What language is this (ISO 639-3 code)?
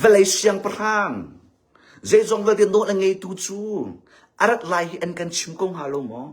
cnh